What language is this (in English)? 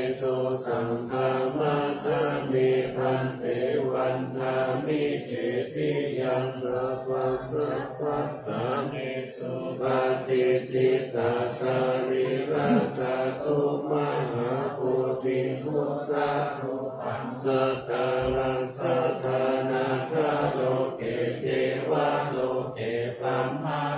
Pali